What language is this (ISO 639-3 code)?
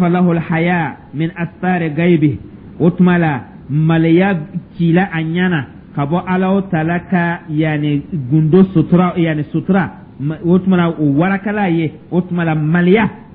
dyu